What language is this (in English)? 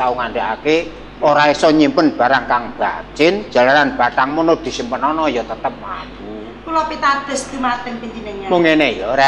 Javanese